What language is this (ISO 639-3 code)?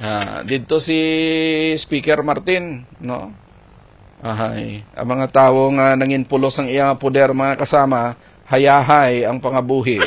hil